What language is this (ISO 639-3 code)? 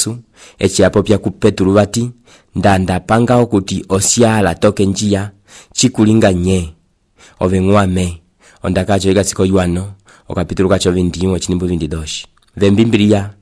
umb